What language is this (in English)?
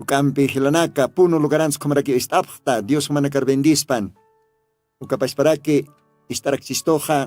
Aymara